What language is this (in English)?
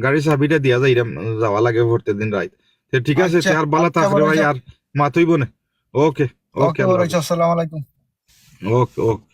Sylheti